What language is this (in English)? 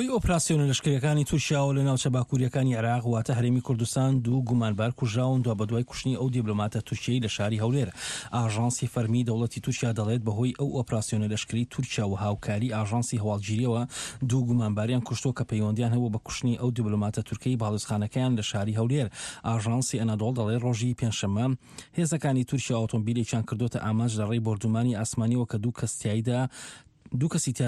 Central Kurdish